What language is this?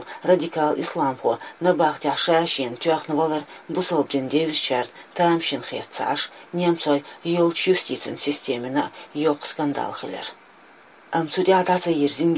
Chechen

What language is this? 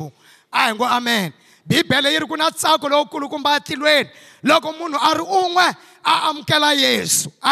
Tsonga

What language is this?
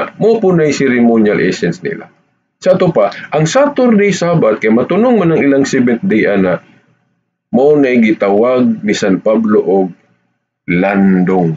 Cebuano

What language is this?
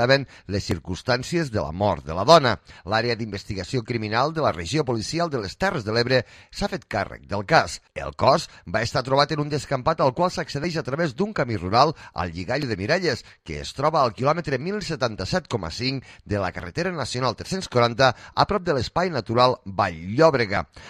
Catalan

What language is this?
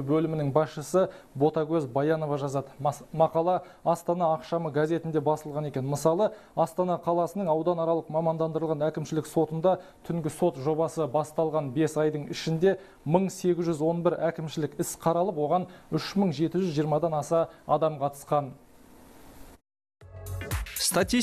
Kazakh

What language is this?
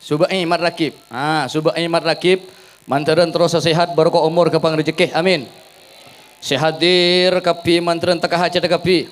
Madurese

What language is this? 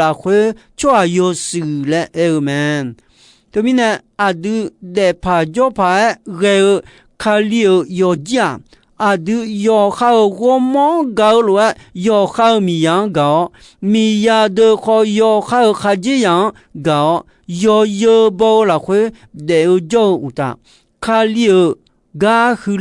Akha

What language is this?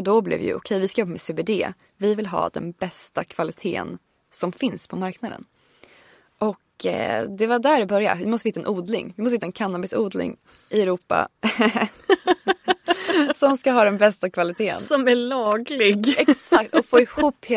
Swedish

